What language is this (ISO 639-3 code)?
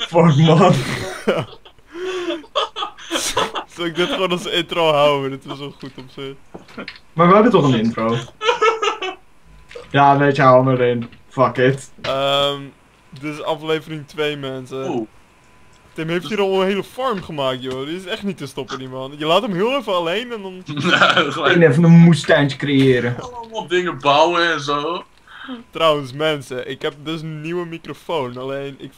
nld